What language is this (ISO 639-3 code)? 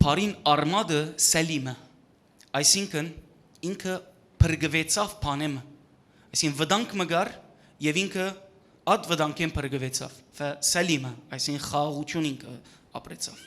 hyw